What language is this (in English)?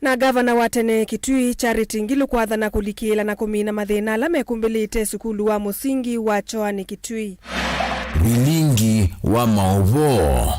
Kamba